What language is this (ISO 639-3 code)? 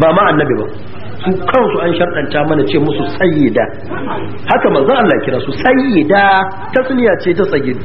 hau